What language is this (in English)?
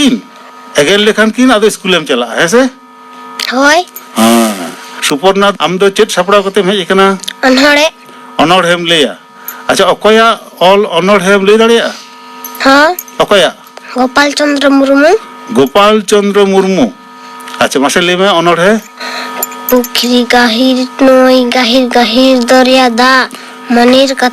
Santali